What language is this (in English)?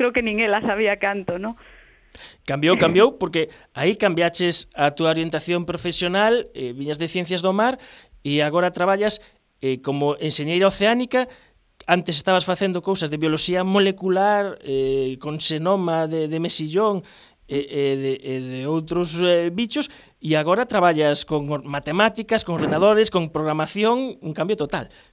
Galician